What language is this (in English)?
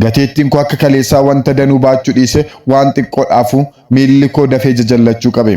Oromo